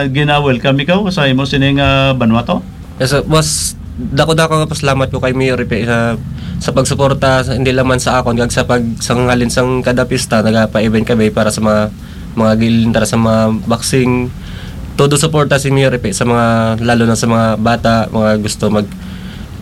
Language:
Hiligaynon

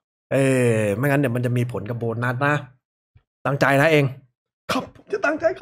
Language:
Thai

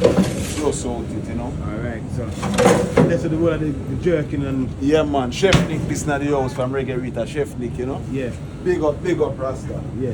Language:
Jamaican Creole English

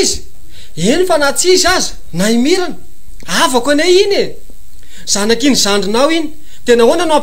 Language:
Malagasy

